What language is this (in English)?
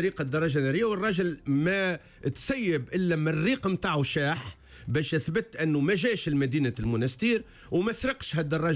Tunisian Arabic